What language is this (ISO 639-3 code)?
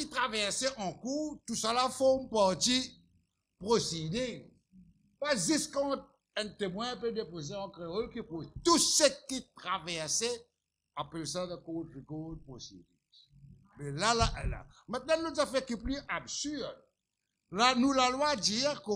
mfe